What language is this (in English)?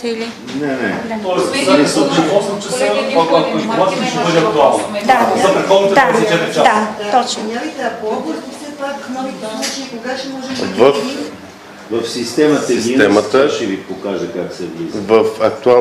Bulgarian